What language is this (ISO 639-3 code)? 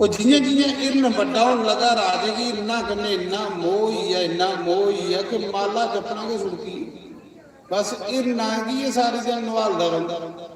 doi